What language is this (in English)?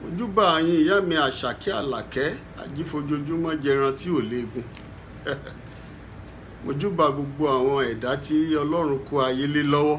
Yoruba